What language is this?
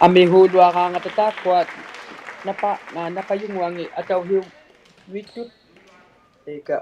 Inuktitut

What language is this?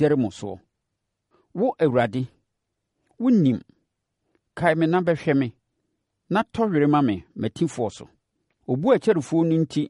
Akan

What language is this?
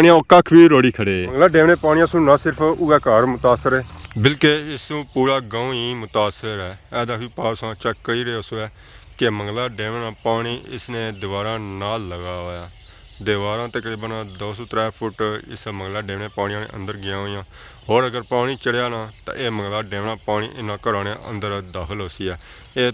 Pahari-Potwari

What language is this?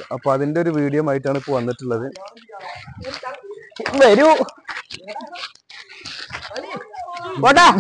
Malayalam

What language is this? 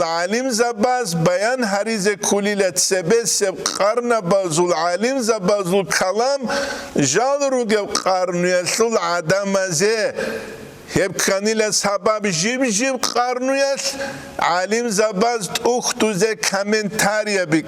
Avaric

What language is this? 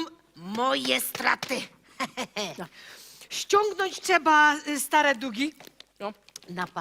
Silesian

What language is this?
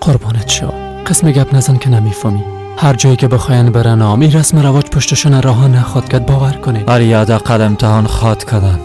Persian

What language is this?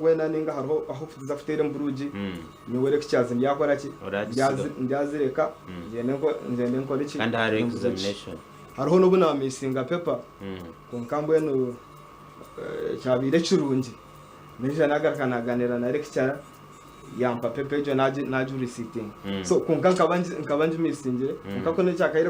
Nyankole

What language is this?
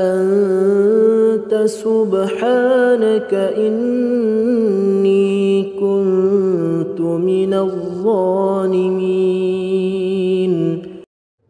Arabic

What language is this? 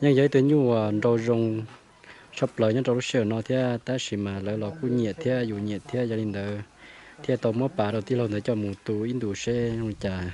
Hmong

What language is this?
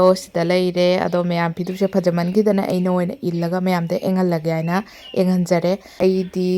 Manipuri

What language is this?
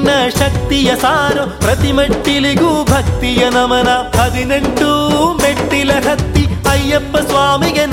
Kannada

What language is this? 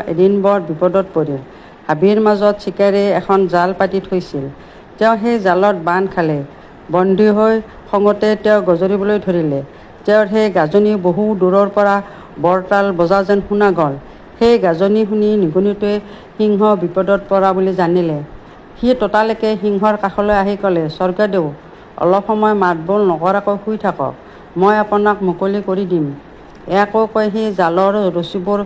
Assamese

